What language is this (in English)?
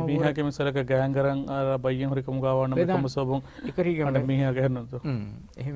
Divehi